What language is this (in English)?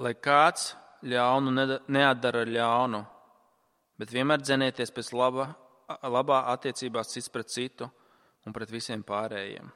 Latvian